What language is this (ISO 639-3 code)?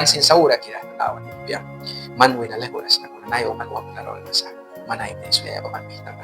miq